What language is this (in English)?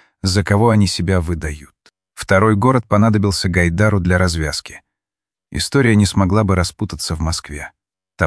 Russian